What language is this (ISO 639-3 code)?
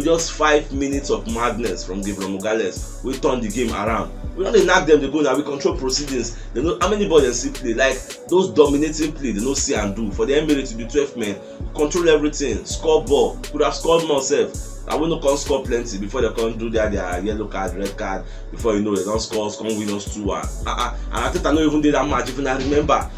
pcm